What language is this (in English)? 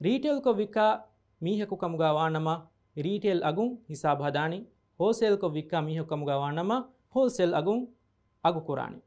Divehi